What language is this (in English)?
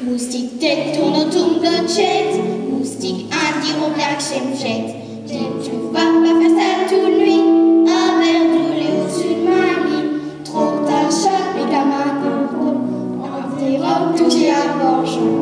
Picard